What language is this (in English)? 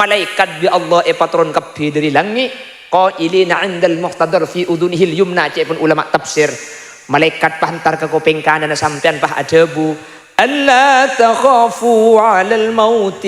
Madurese